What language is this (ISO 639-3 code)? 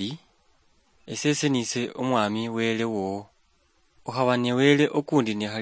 luy